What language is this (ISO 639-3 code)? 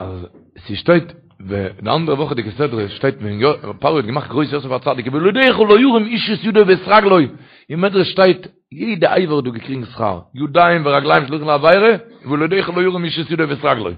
yid